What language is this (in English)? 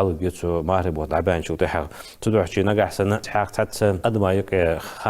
Ingush